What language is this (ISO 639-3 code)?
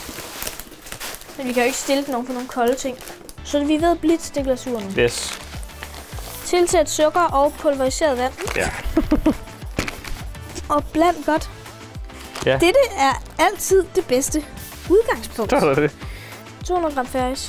dan